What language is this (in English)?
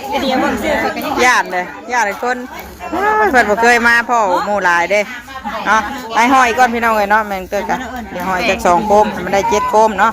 Northeastern Thai